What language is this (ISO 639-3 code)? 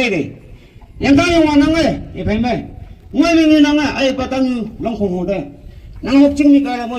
nag